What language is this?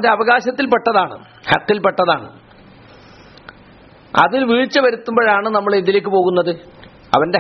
Malayalam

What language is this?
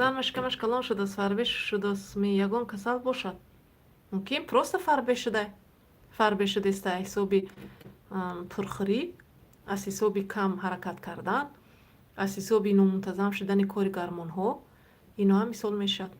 Tajik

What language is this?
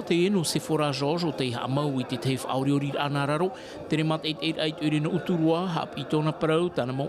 Tahitian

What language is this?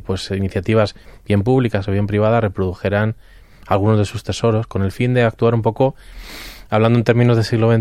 Spanish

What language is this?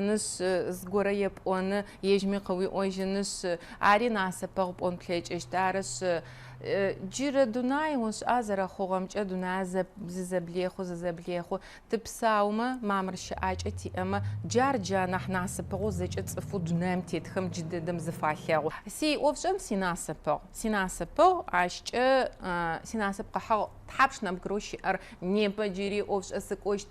Adyghe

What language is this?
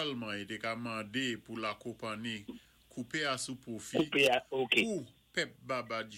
Saint Lucian Creole French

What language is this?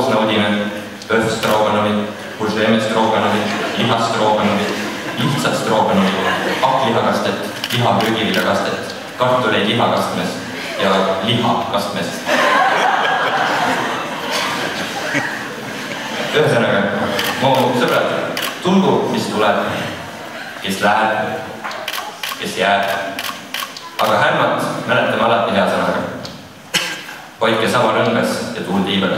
Estonian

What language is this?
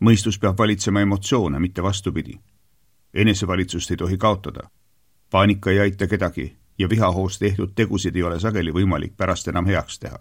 Estonian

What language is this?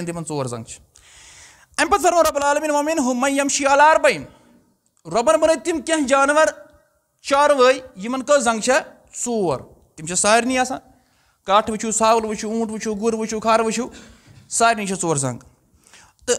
Kashmiri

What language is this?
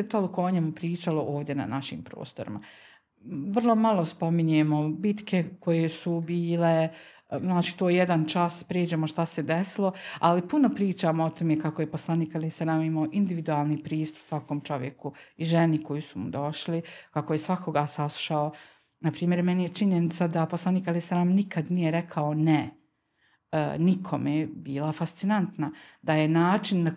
Bosnian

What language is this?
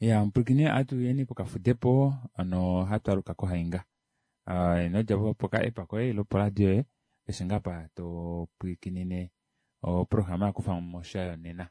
Kuanyama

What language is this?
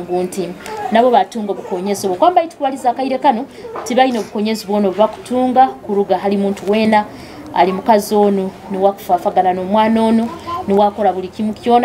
Nyoro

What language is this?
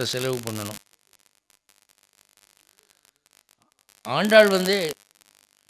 Tamil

